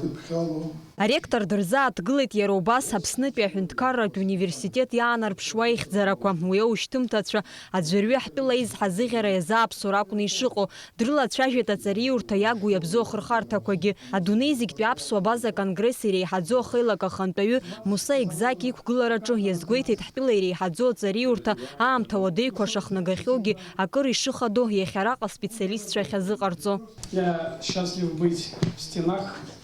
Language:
Abkhazian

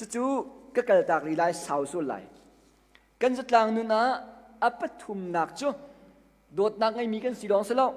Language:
Hakha Chin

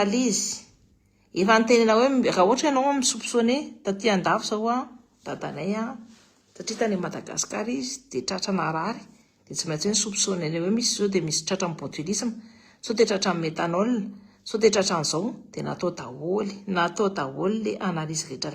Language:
Malagasy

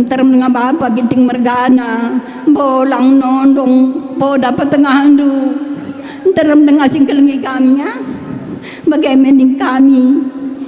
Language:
Batak Karo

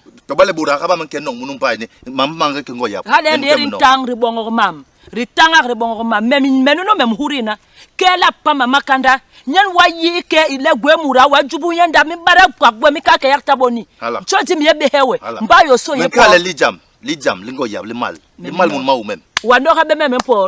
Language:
Basaa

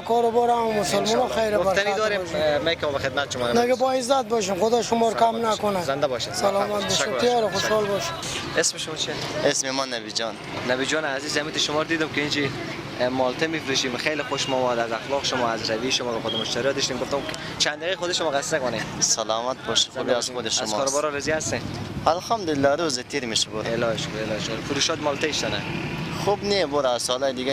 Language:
Persian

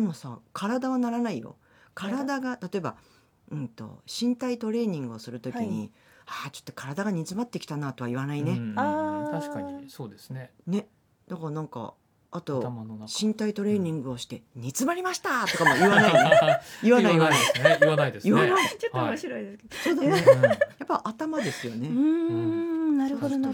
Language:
Japanese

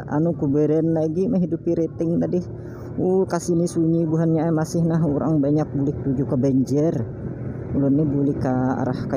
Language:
Banjar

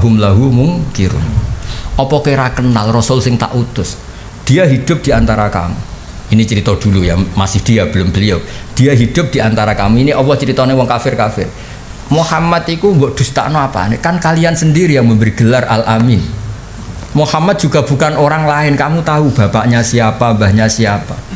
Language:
Indonesian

